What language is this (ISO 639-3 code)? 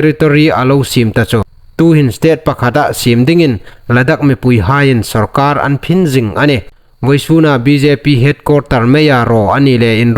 hmr